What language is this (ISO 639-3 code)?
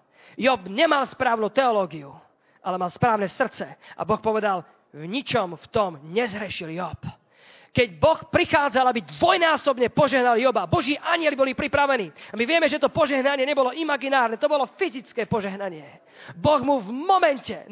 slk